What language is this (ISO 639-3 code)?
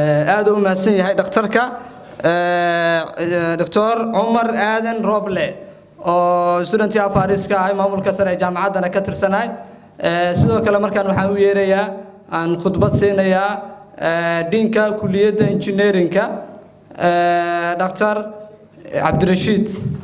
som